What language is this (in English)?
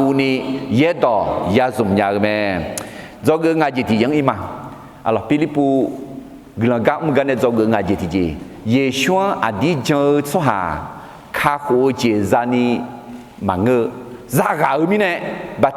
Akha